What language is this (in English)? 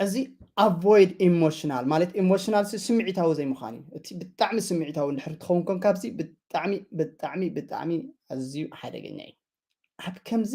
Tigrinya